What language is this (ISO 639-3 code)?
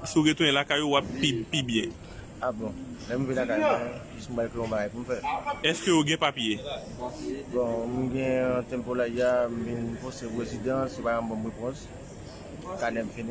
hat